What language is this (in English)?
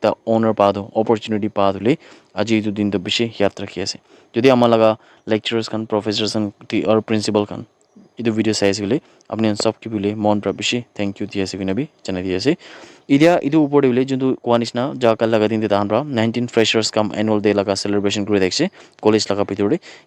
Naga Pidgin